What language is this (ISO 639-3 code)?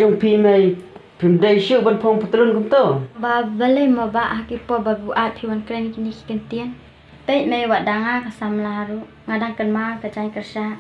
kha